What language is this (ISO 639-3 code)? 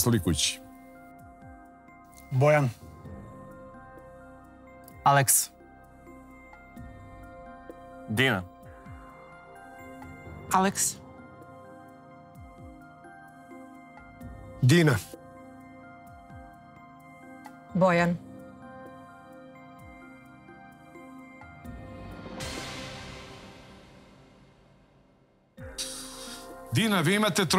srp